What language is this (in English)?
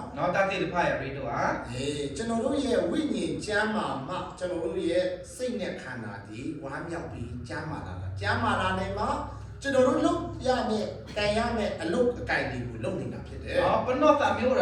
S'gaw Karen